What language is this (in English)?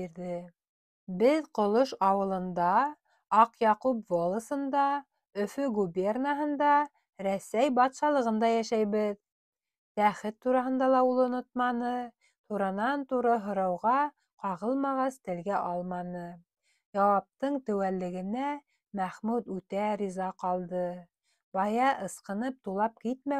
Bashkir